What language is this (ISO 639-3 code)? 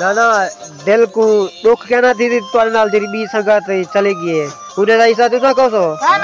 skr